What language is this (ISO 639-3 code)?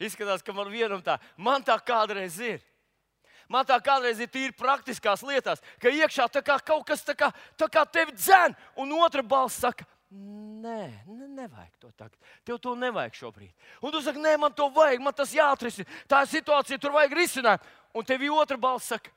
lav